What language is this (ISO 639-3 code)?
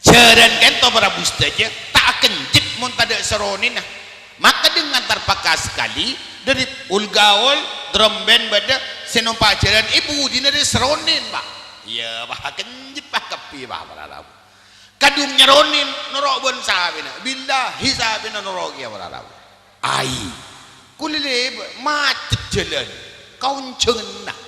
mad